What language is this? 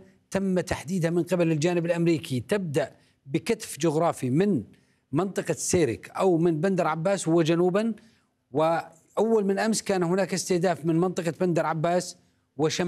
Arabic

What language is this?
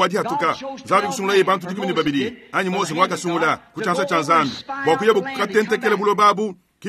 Luba-Lulua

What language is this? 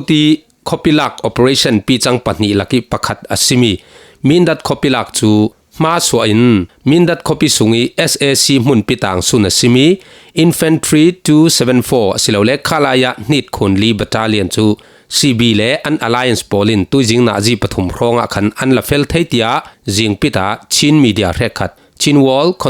Falam Chin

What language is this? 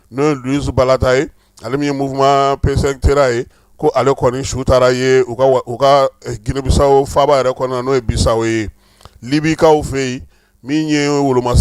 Bambara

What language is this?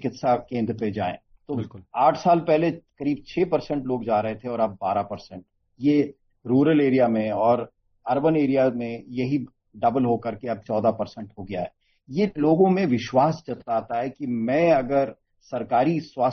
Hindi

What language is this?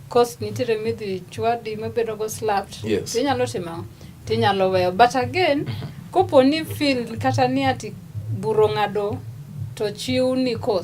Luo (Kenya and Tanzania)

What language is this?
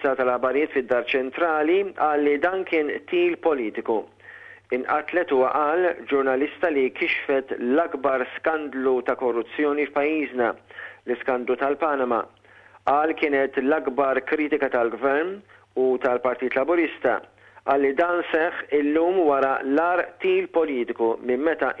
Maltese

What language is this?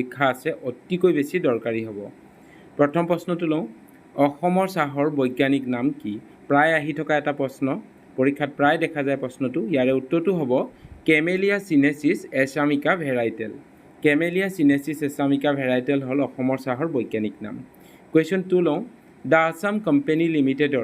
Assamese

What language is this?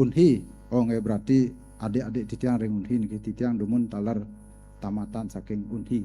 Balinese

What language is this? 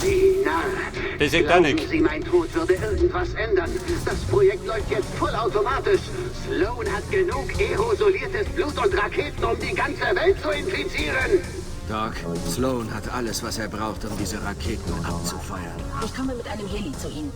Bavarian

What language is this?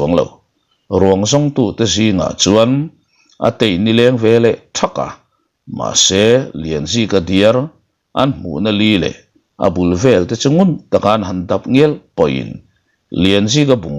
Mizo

